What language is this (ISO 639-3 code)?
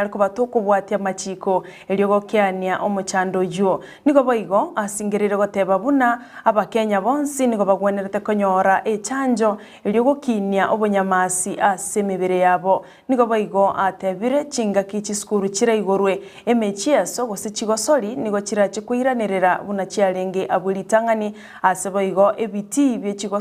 guz